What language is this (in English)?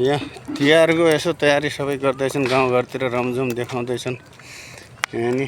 Nepali